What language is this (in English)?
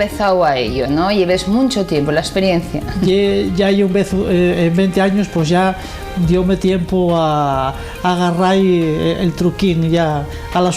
Asturian